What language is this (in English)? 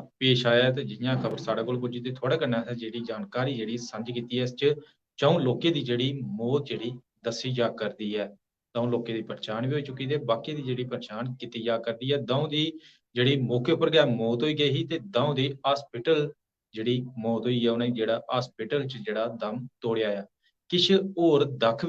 Dogri